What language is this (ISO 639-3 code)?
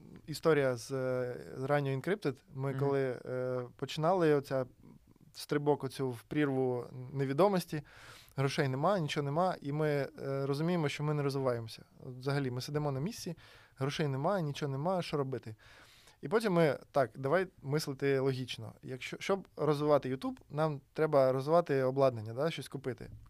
ukr